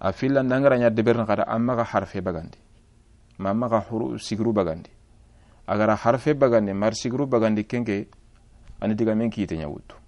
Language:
Soninke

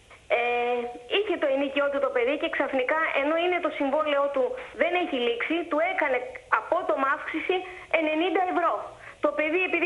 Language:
Greek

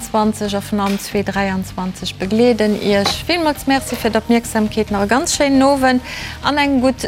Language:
Luxembourgish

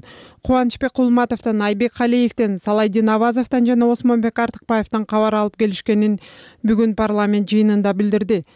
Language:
Kyrgyz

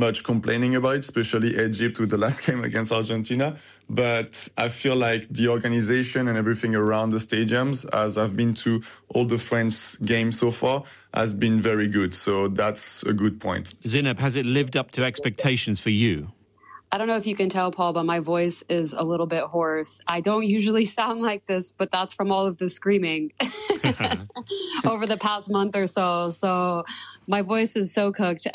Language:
English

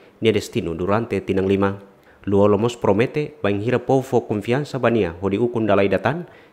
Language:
Tetum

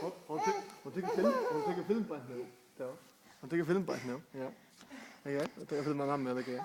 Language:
Faroese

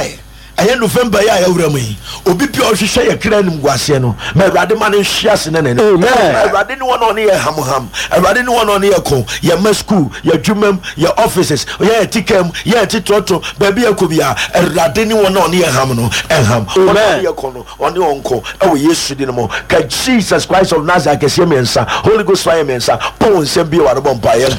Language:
Akan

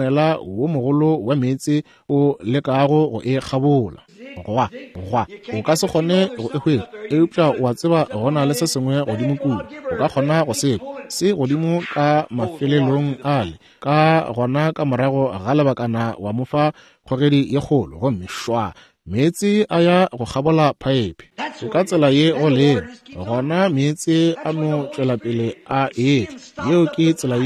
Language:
Northern Sotho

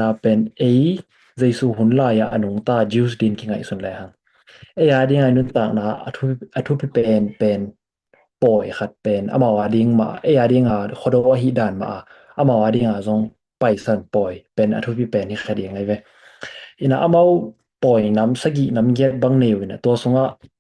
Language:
Tedim Chin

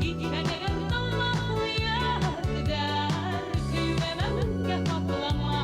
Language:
Bashkir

